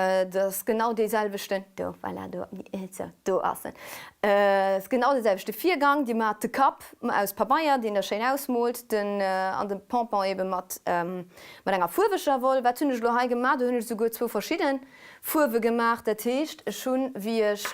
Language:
Luxembourgish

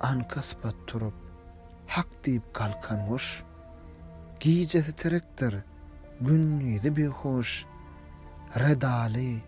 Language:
Turkmen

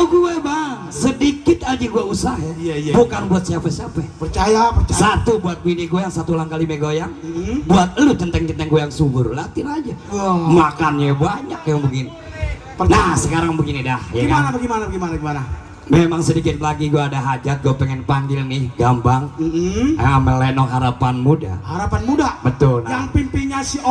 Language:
Betawi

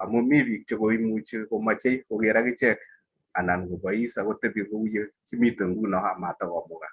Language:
Kalenjin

